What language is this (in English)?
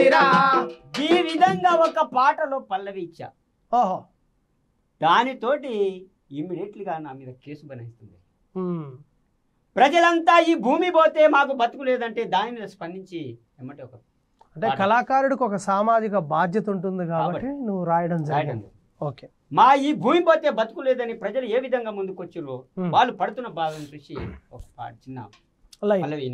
Telugu